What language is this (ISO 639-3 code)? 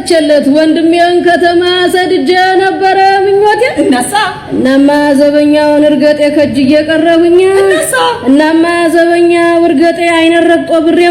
amh